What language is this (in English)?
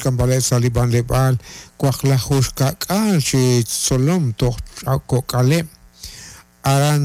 Kekchí